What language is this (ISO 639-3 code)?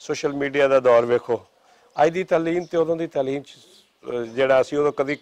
lah